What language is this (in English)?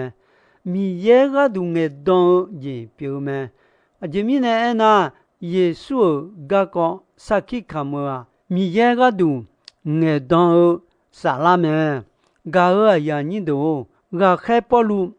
Akha